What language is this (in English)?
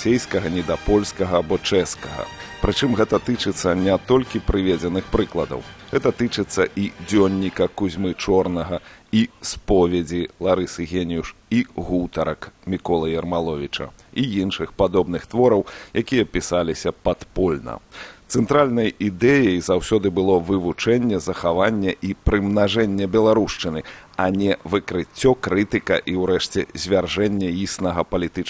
Belarusian